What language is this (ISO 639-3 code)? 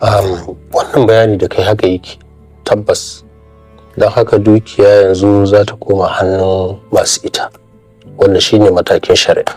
hau